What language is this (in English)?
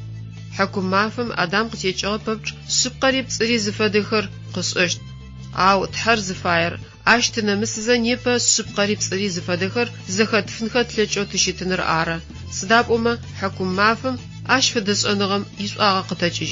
Adyghe